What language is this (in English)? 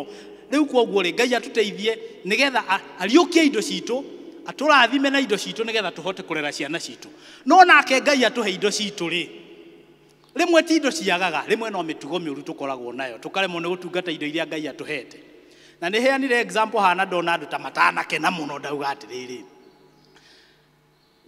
Kikuyu